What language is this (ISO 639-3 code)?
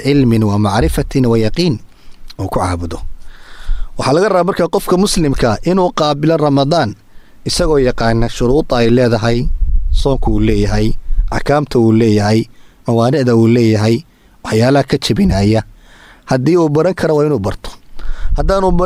som